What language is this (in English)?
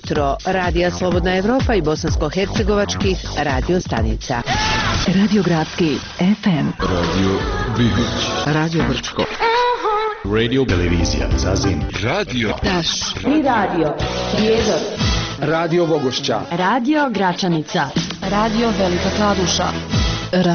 Bosnian